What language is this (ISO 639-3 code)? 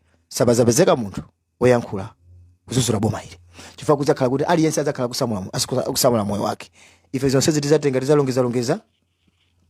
nya